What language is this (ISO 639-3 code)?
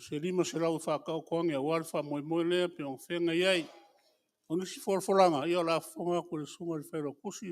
smo